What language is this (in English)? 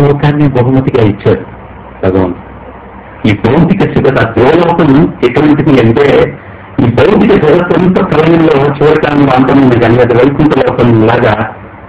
Telugu